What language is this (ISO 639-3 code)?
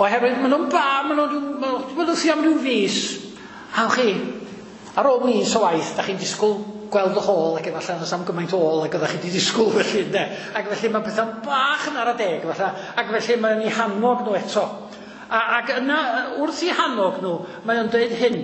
cym